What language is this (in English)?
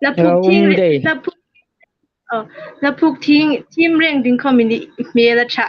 Hmar